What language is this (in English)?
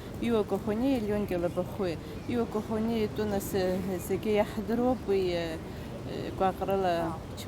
Abkhazian